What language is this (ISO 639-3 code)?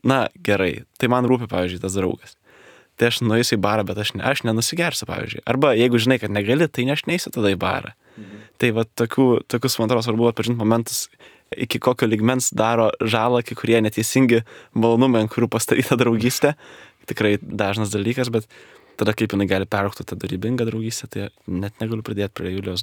lit